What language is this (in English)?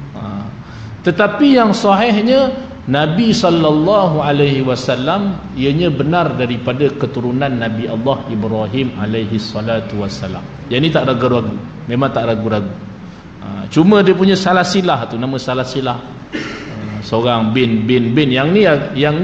Malay